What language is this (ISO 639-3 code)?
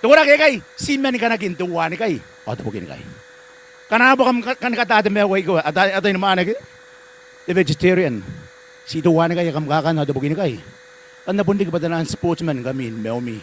gil